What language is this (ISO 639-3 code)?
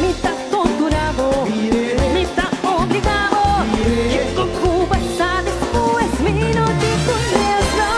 pap